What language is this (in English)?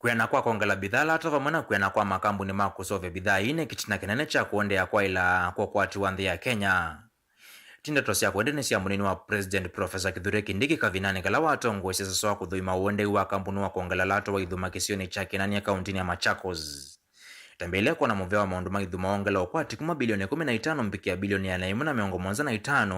Kamba